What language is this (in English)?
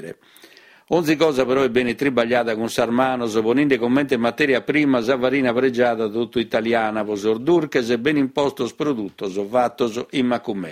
Sardinian